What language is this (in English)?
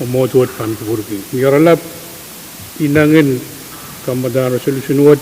Pohnpeian